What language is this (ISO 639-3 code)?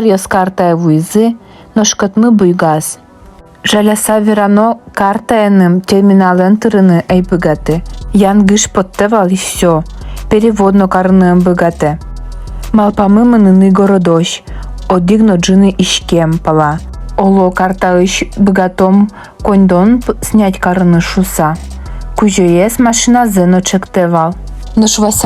udm